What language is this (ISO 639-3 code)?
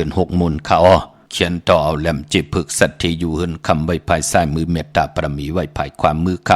shn